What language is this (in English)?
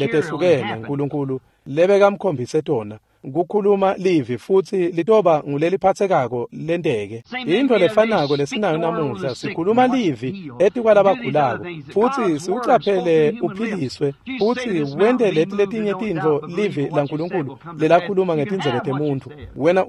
Swati